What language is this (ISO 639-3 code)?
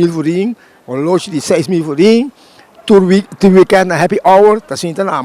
pap